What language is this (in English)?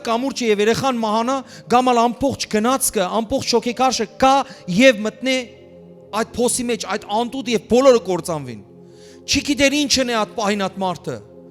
Western Armenian